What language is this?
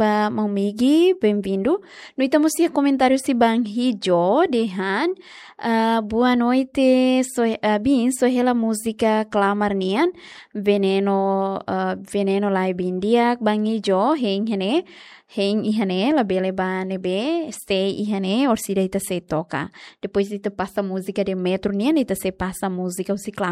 Tetum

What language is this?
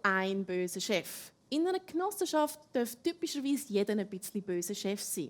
Swiss German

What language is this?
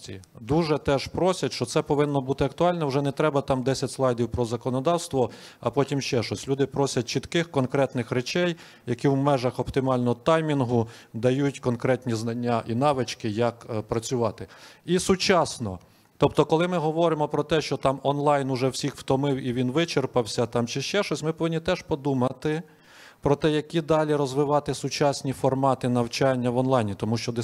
Ukrainian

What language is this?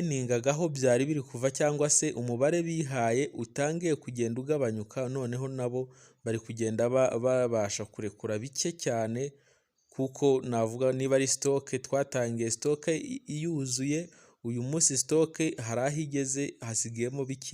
Kinyarwanda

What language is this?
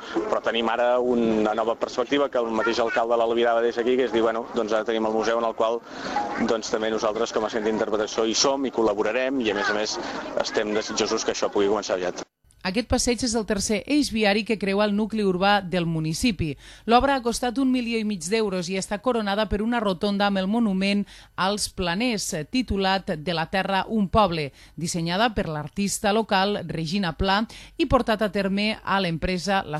Catalan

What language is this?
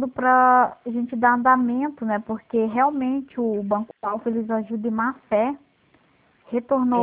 Portuguese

